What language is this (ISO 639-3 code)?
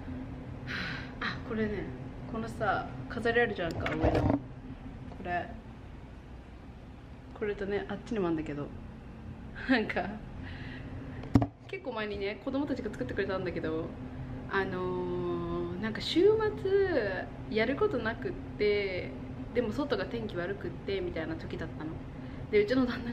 jpn